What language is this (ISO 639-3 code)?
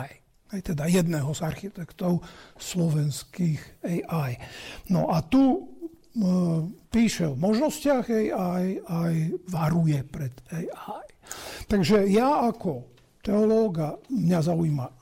slk